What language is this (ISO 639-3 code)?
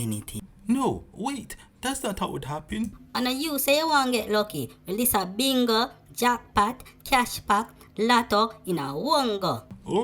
jam